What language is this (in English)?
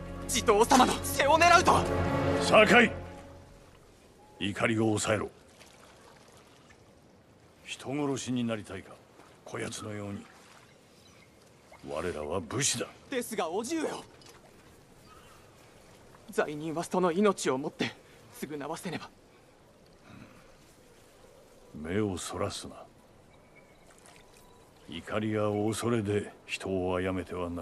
Japanese